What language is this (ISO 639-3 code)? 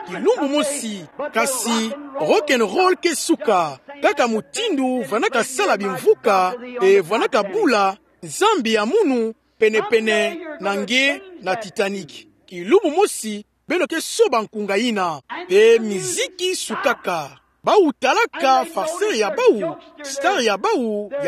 ktu